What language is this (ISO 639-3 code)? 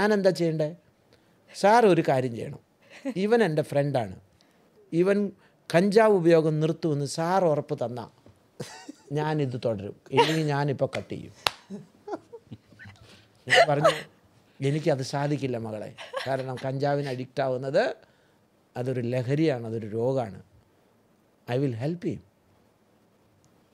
mal